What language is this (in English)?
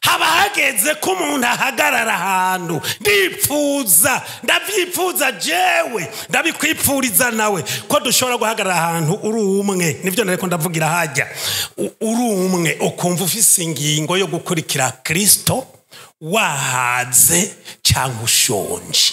Rundi